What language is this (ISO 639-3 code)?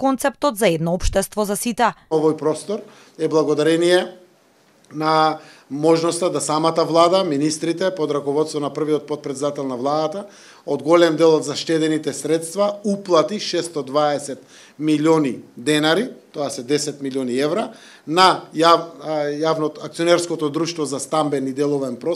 mkd